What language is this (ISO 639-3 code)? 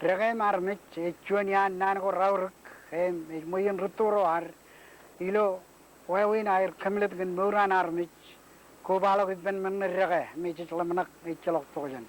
mah